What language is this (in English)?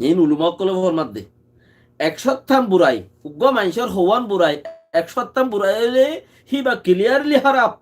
Rohingya